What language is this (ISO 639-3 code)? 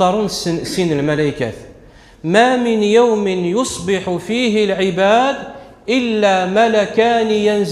kab